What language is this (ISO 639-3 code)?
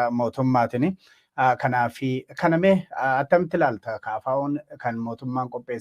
orm